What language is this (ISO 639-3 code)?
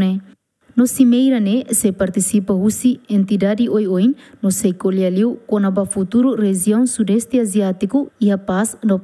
tet